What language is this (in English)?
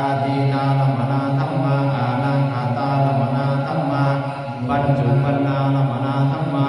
Pali